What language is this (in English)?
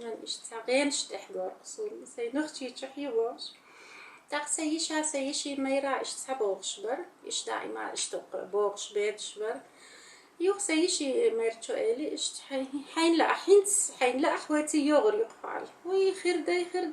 Chechen